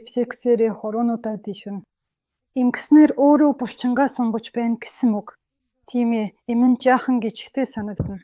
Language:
Mongolian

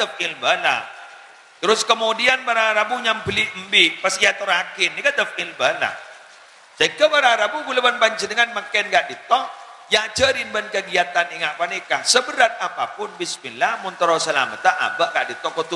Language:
Madurese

